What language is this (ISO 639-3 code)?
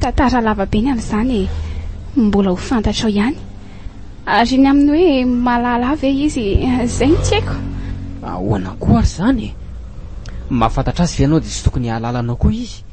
mlg